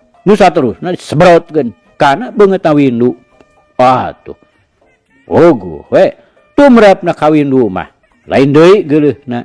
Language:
Sundanese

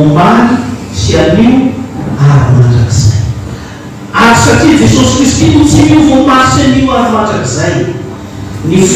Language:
Malagasy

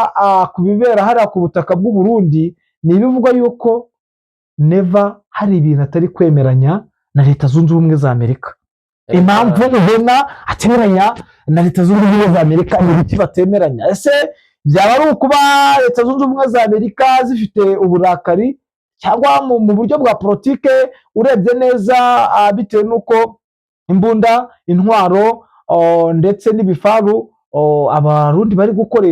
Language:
Kinyarwanda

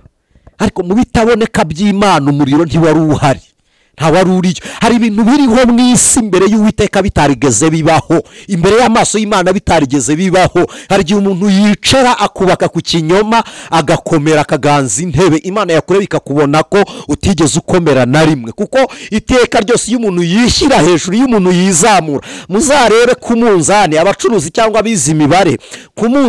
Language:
Kinyarwanda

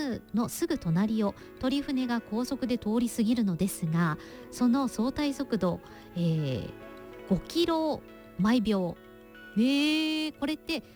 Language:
Japanese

